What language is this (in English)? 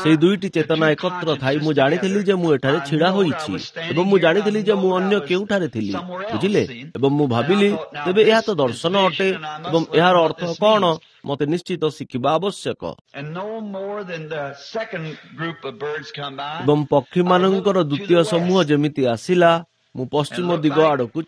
Odia